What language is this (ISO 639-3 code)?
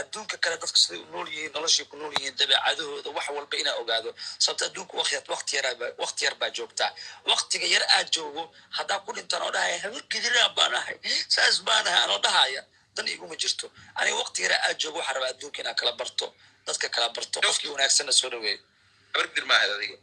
som